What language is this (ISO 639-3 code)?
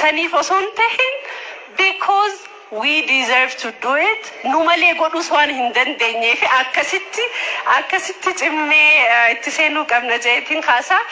orm